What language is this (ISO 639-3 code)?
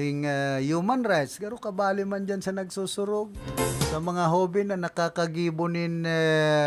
bik